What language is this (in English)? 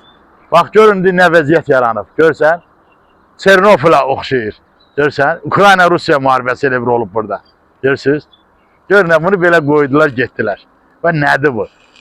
Azerbaijani